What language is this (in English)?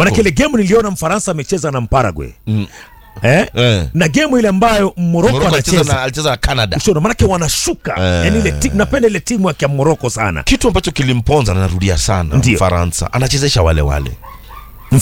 Swahili